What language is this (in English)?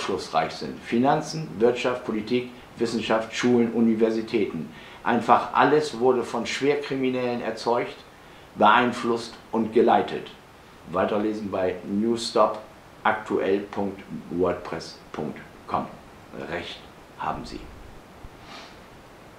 German